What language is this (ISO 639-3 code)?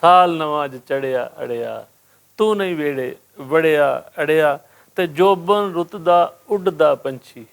lah